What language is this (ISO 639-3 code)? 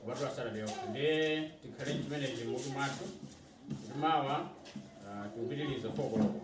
nya